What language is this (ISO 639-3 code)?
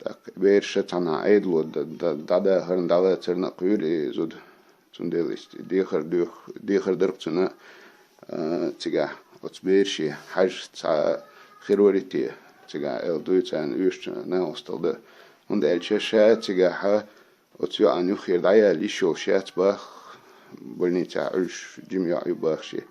che